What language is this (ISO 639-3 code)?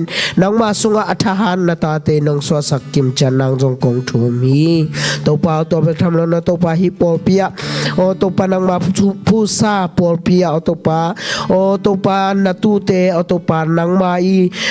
ctd